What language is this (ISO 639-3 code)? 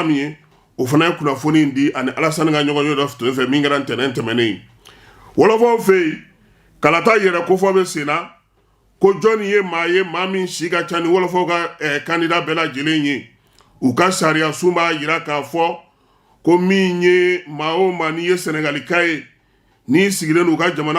bam